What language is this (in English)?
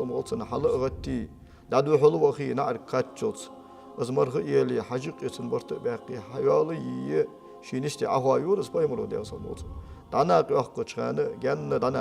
Ingush